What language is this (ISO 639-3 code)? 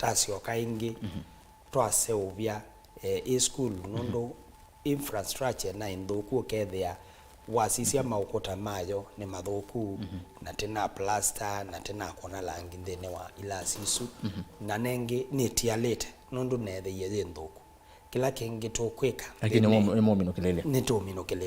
kam